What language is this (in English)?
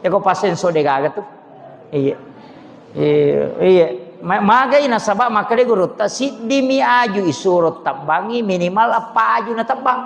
Buginese